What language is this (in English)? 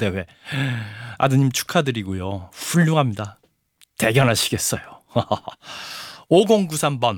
Korean